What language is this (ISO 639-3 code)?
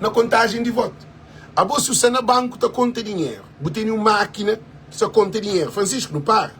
kea